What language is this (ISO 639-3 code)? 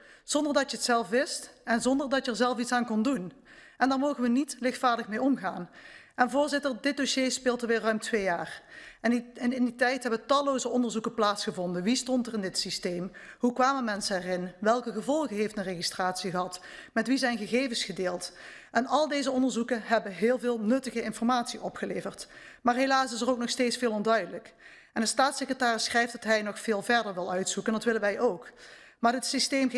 nld